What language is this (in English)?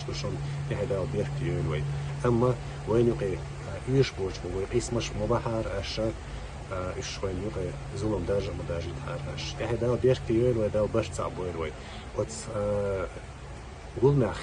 Chechen